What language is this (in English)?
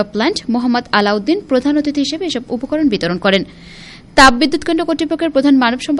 Bangla